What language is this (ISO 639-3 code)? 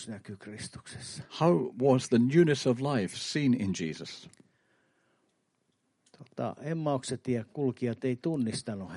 fin